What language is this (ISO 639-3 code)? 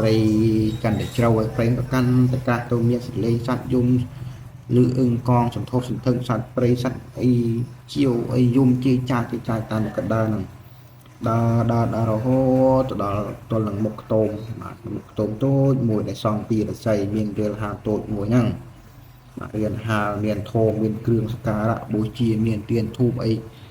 khm